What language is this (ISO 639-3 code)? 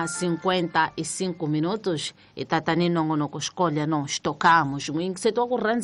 tso